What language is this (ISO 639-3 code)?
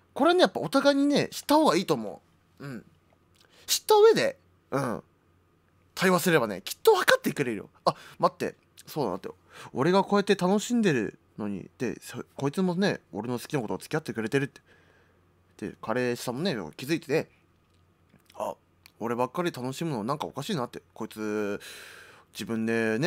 jpn